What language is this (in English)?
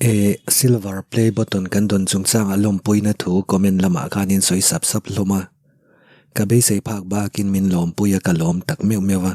Mizo